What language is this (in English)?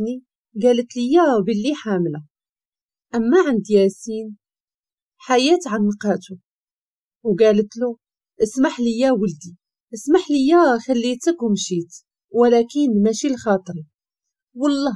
Moroccan Arabic